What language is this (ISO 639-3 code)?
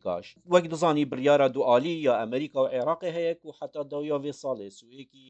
kur